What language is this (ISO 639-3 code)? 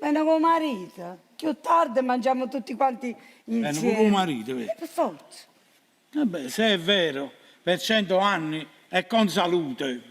nap